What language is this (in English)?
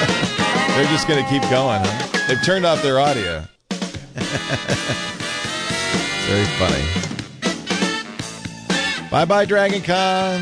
English